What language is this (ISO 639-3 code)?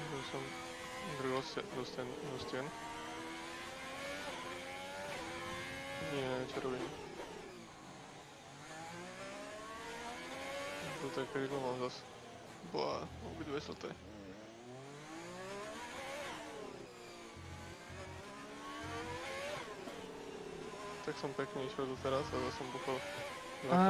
slk